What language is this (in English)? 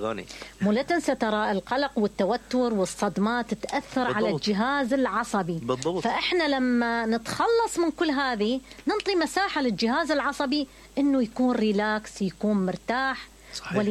Mesopotamian Arabic